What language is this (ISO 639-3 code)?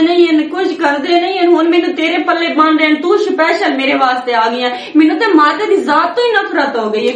lah